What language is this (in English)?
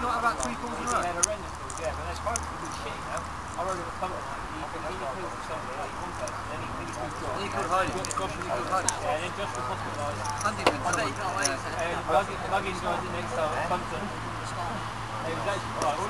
English